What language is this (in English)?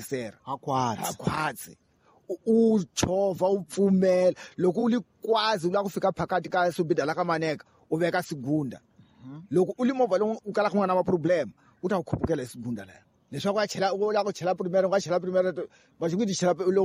Tsonga